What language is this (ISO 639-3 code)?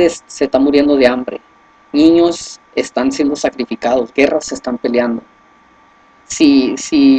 spa